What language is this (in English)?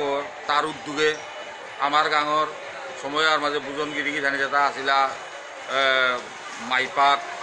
Bishnupriya